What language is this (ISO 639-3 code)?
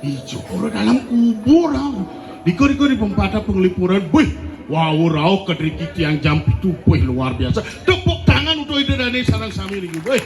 ban